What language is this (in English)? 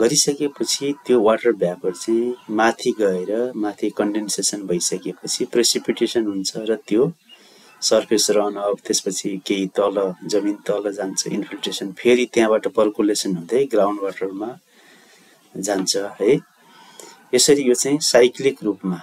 Nepali